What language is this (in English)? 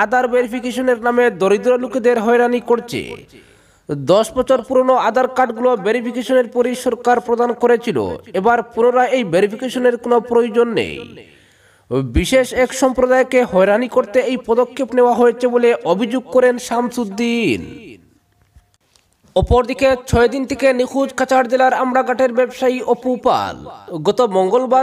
Bangla